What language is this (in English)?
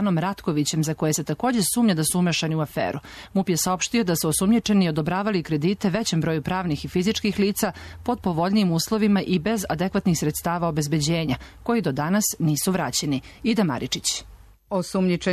Serbian